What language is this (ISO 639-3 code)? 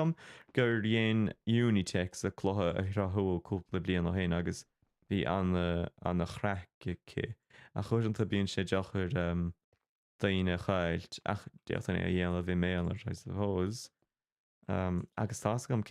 gle